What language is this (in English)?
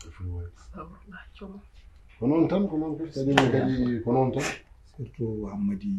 Fula